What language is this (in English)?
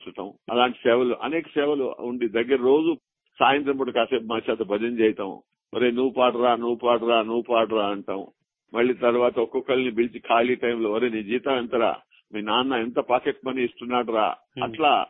Telugu